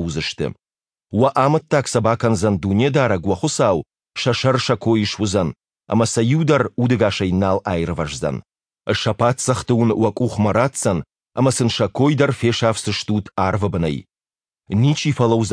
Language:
Ossetic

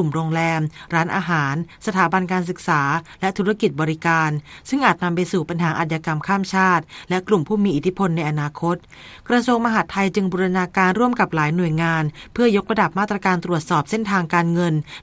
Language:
Thai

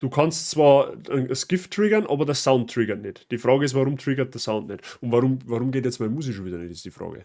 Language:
Bavarian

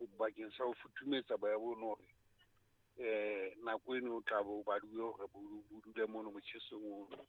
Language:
Southern Sotho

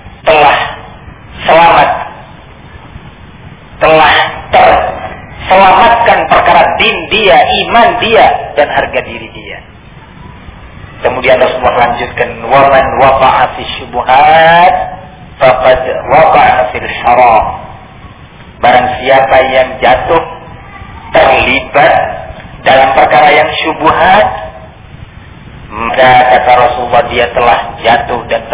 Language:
Indonesian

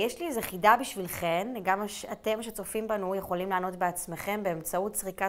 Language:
Hebrew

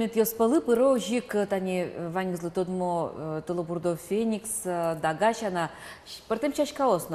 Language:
Udmurt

